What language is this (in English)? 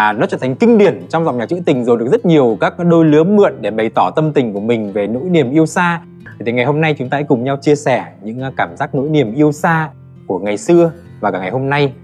Vietnamese